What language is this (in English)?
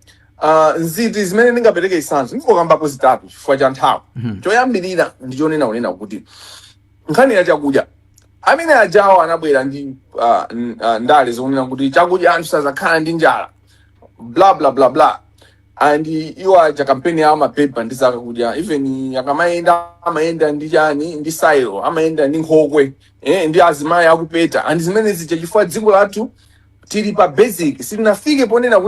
Nyanja